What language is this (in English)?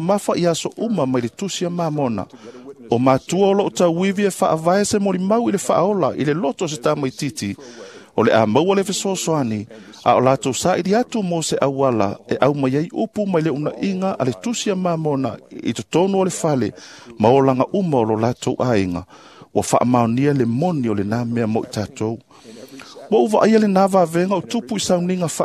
Samoan